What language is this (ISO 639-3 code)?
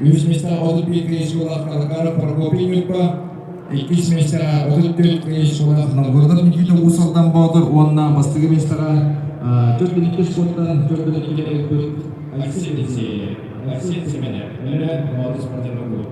sah